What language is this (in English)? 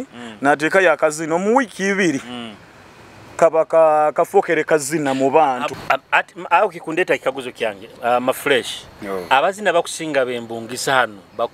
Nyoro